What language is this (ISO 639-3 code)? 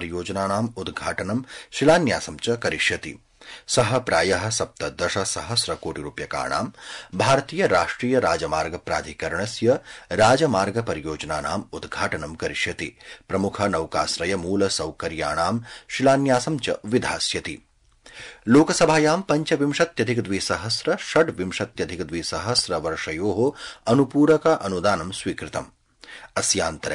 san